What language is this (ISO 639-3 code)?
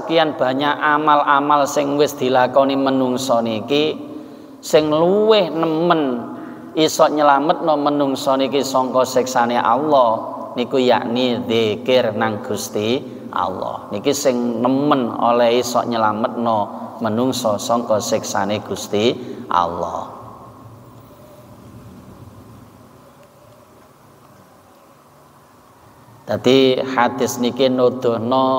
jav